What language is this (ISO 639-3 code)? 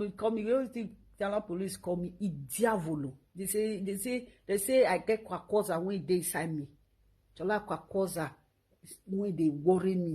pcm